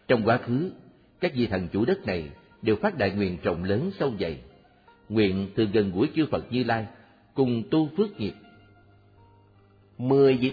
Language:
Vietnamese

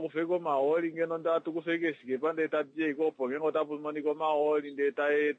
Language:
Kuanyama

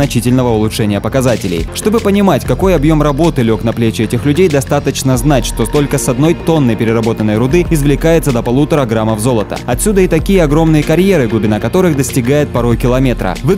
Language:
Russian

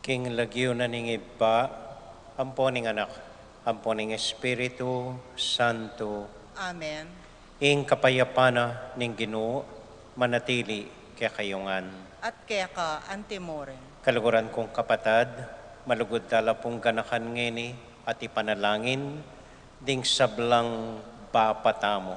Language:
Pampanga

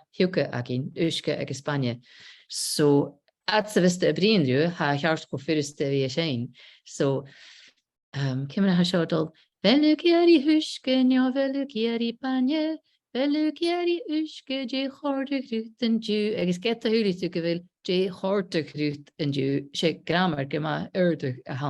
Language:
Scottish Gaelic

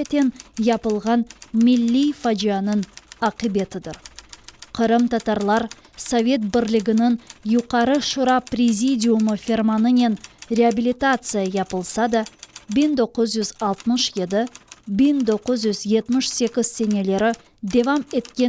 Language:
Crimean Tatar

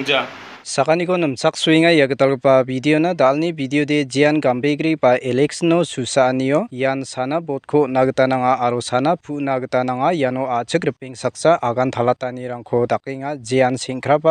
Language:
Garo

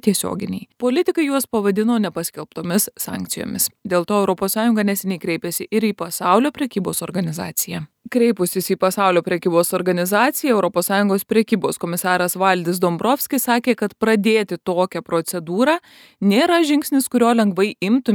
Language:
Lithuanian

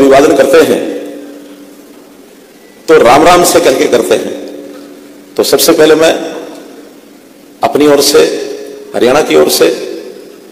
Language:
Hindi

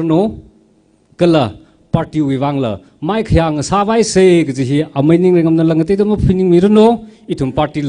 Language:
Tangkhul Naga (India)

